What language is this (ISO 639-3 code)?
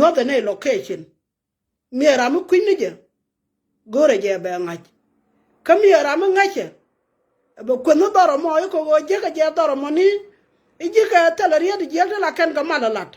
nus